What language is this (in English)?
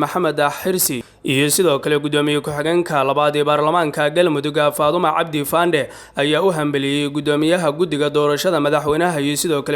Somali